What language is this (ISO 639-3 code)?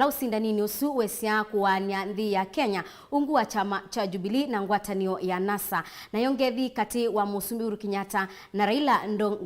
kam